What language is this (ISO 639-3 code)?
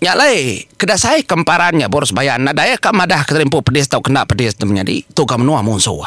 iba